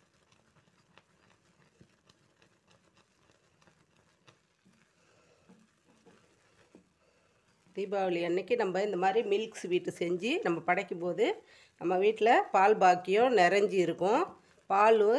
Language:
Tamil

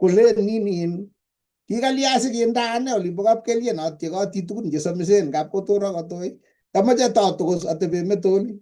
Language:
Kalenjin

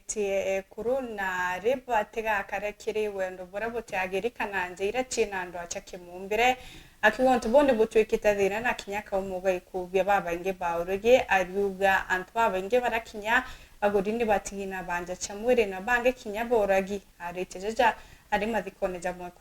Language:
Meru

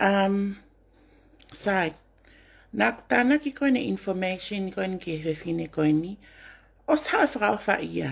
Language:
Tongan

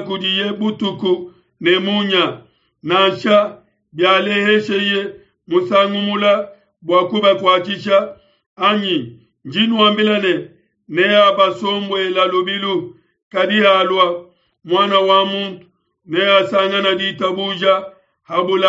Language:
Luba-Lulua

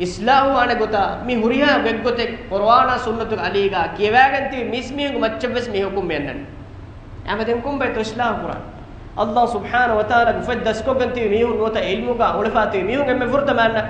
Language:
Divehi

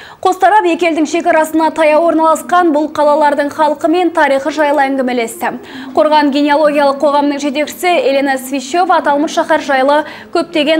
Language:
Kazakh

